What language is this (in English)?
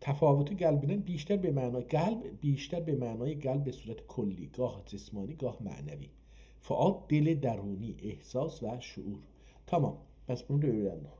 South Azerbaijani